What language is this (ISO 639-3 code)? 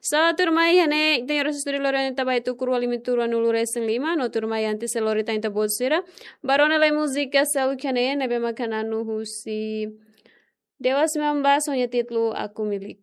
tet